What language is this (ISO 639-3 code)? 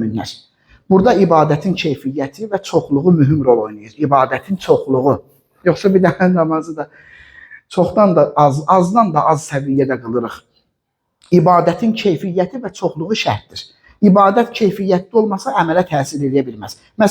aze